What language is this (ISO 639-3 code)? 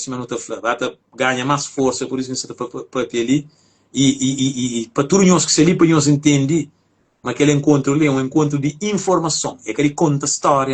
kea